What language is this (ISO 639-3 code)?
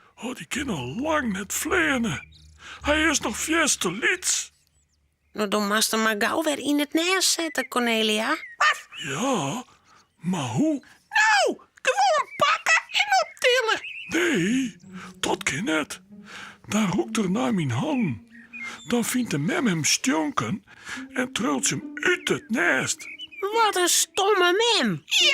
fry